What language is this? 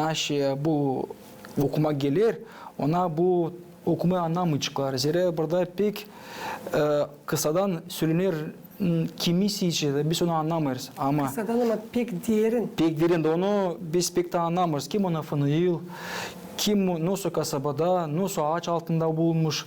Gagauz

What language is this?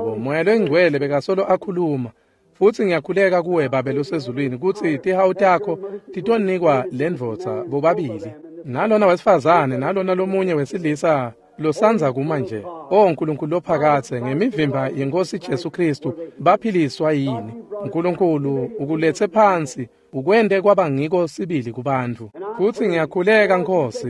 Swati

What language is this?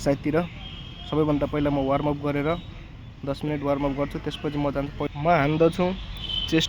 Nepali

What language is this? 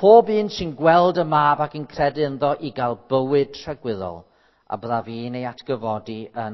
Welsh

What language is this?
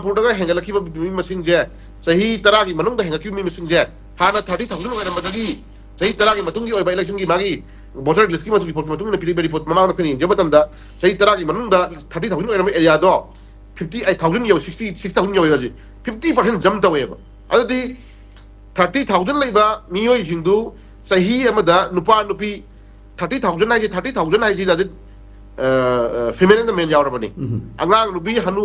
Manipuri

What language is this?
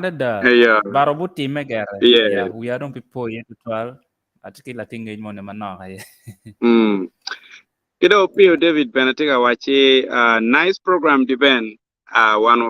Acoli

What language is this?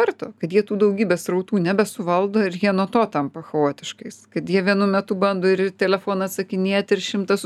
Lithuanian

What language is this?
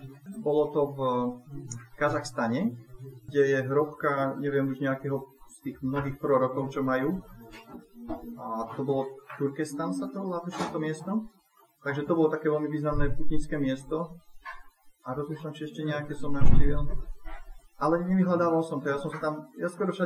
Slovak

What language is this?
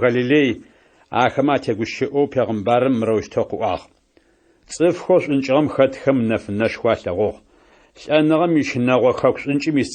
Adyghe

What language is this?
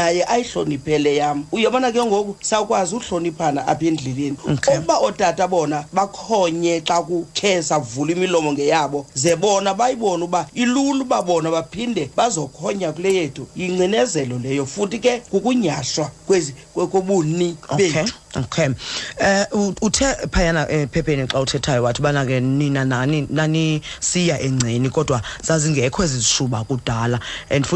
Xhosa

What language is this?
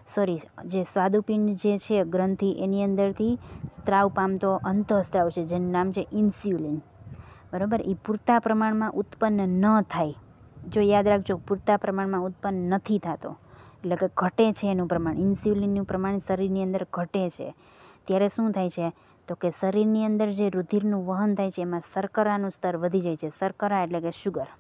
Gujarati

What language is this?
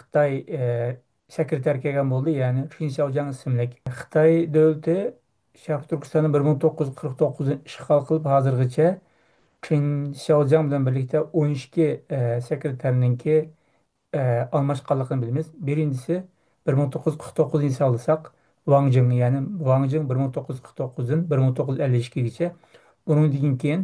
Uyghur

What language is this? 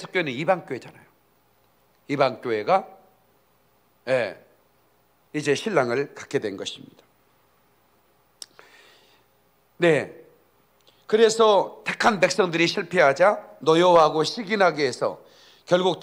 Korean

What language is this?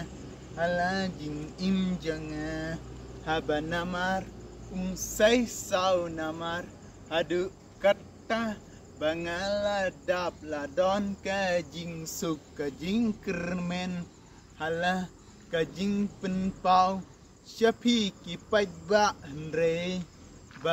Khasi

